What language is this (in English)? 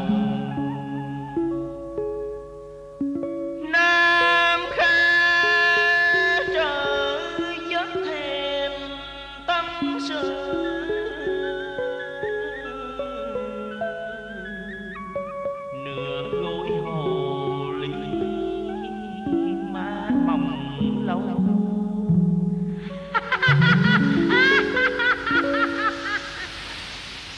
Vietnamese